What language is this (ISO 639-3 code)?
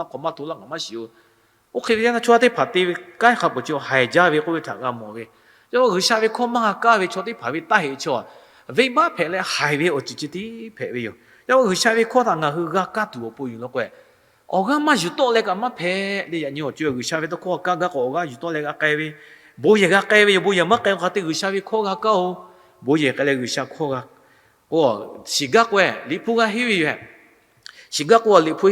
lhu